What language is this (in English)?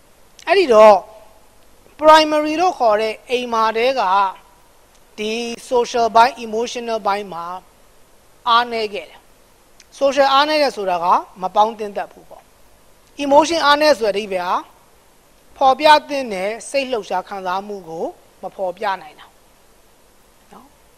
Burmese